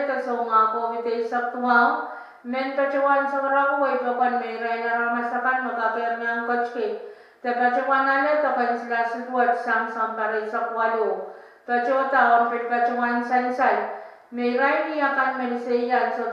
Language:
Pohnpeian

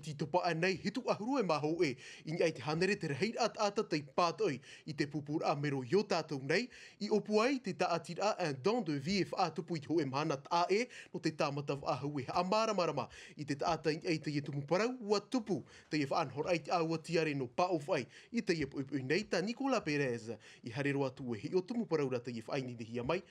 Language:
Tahitian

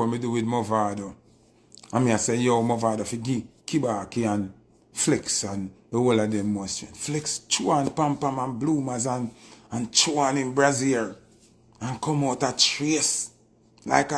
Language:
Jamaican Creole English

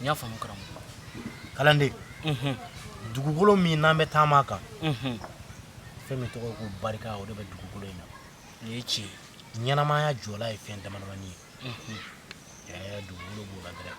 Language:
Bambara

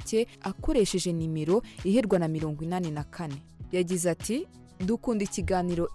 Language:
Kinyarwanda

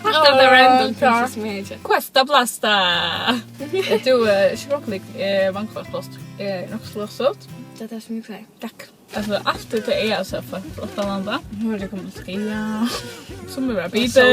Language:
Faroese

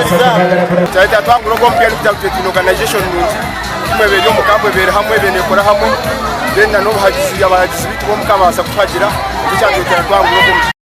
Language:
Nyankole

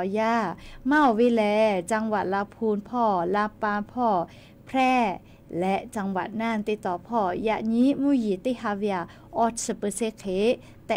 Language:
Lahu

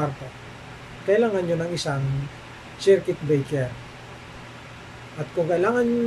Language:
Filipino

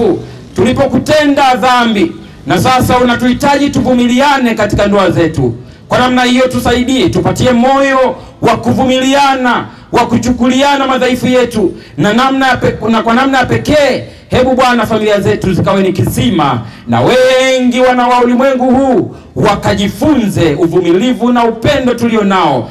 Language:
Swahili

